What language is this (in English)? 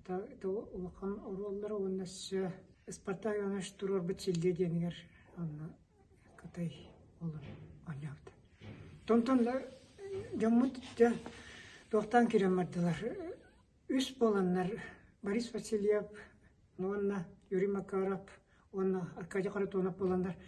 Yakut